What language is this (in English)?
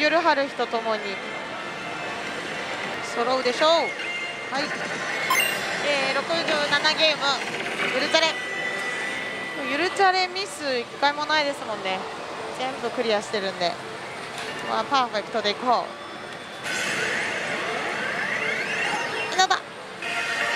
Japanese